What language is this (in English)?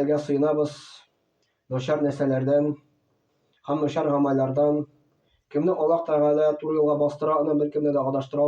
Tatar